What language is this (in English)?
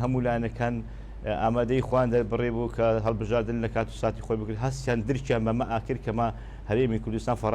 Central Kurdish